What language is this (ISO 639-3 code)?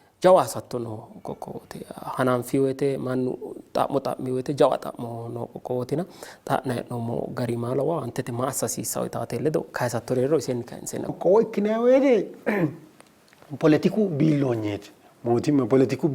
sid